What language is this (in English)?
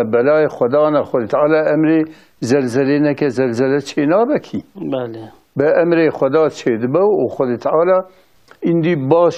Kurdish